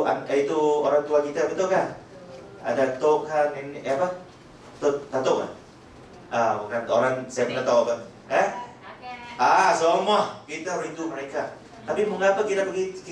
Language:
Malay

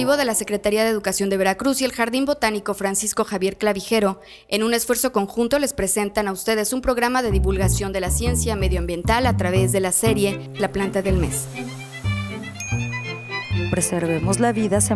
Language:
Spanish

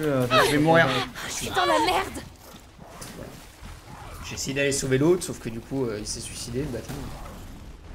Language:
French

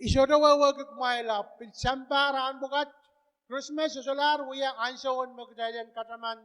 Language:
Pohnpeian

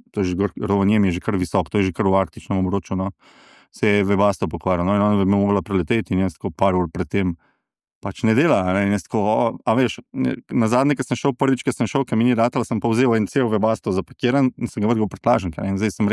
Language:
Slovenian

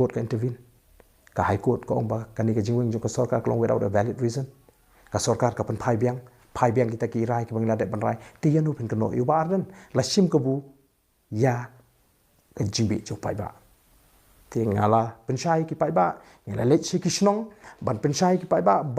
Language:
Khasi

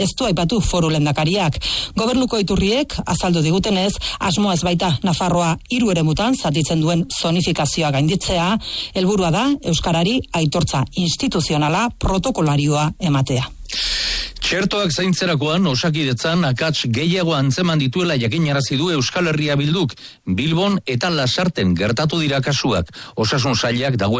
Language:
Basque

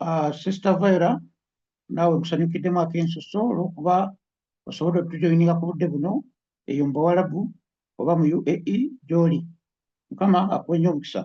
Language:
Ganda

